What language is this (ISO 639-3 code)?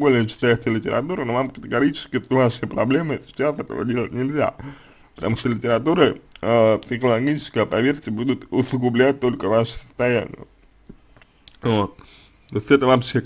rus